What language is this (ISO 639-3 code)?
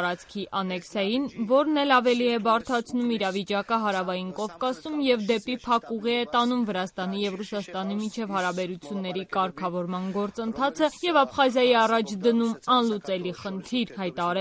hye